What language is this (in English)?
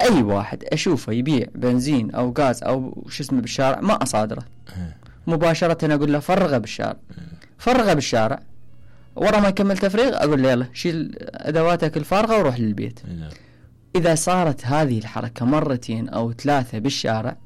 Mesopotamian Arabic